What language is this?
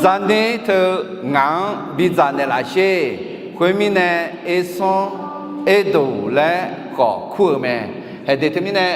Akha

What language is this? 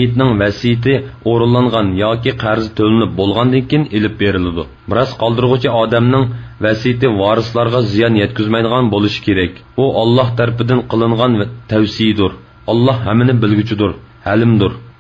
Uyghur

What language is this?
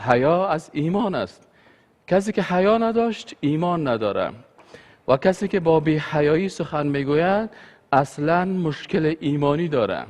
Persian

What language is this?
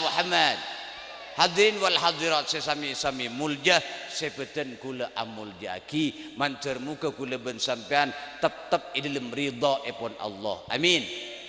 Madurese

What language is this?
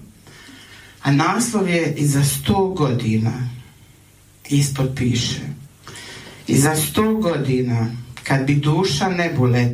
Croatian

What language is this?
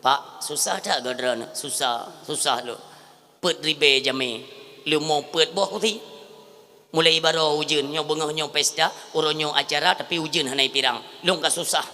Achinese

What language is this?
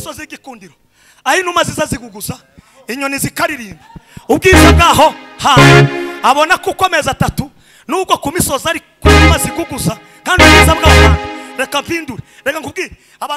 Kinyarwanda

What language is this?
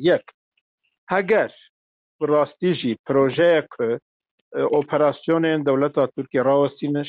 Kurdish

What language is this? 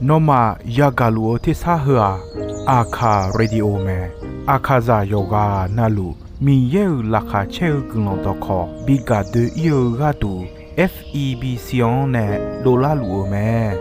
Akha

